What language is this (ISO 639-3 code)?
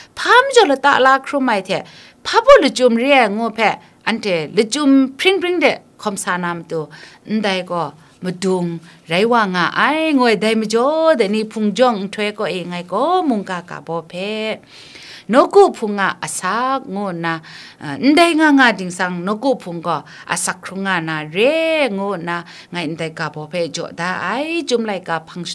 kac